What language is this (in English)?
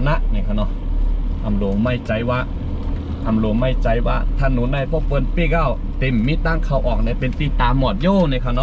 Shan